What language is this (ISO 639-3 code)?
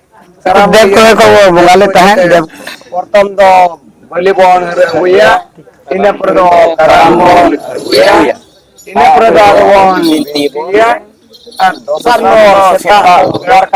sat